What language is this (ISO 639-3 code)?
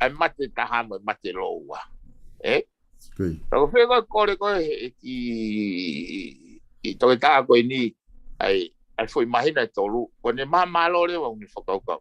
ton